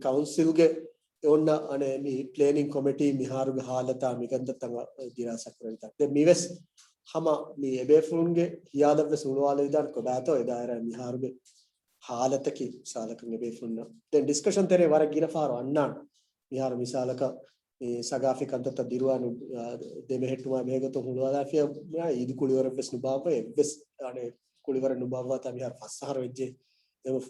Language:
Divehi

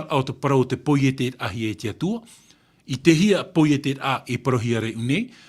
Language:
Tahitian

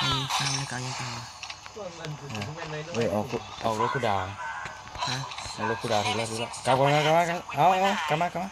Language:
Lao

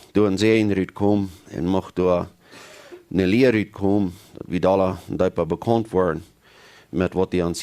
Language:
Plautdietsch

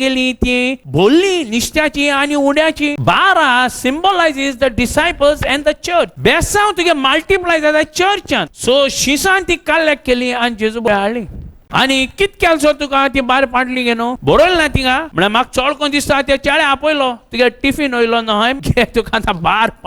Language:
Konkani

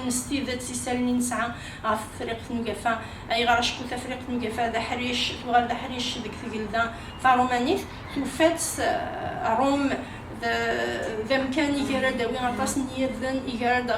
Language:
Kabyle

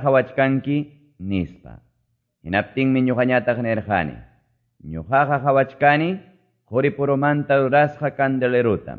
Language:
Quechua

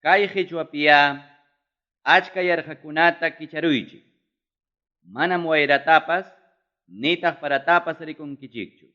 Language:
Ayacucho Quechua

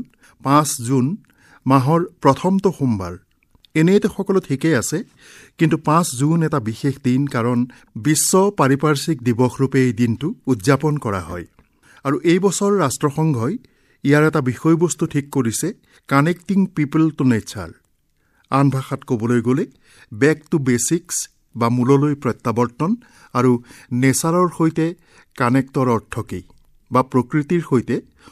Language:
Assamese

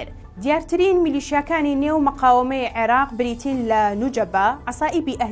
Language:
Central Kurdish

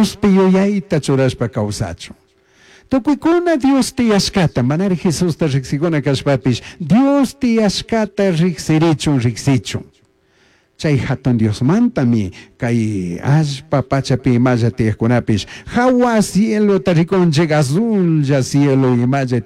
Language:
Chimborazo Highland Quichua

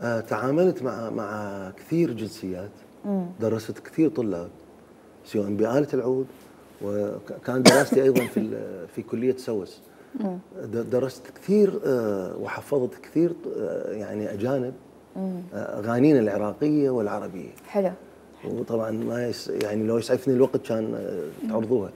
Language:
Mesopotamian Arabic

